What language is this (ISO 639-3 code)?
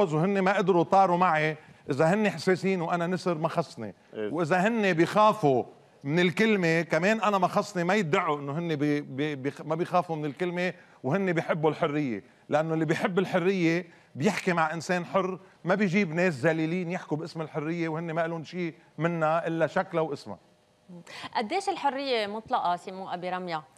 apc